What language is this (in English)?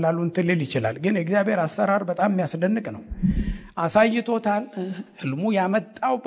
Amharic